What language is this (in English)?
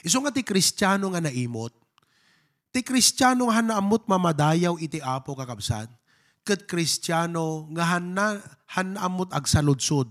Iloko